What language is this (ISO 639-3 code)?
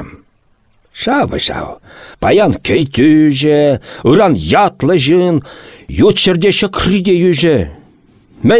chv